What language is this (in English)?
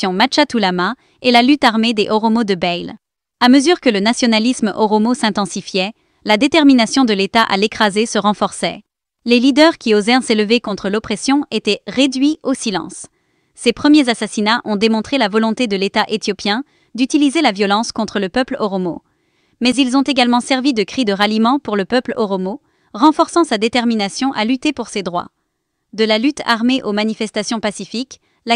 French